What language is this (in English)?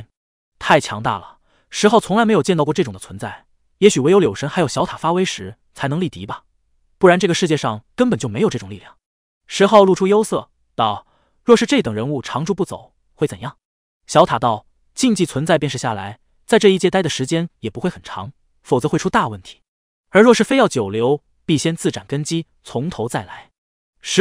Chinese